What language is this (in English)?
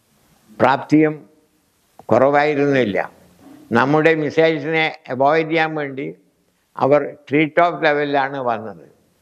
Malayalam